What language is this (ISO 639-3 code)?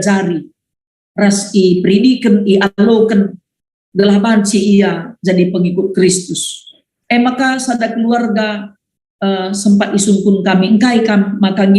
btx